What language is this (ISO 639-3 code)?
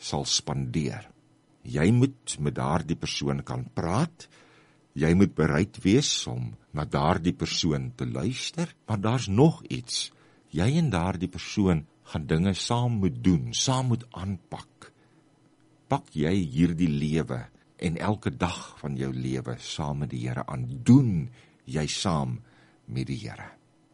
afr